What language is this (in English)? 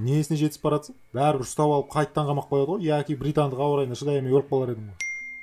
Kazakh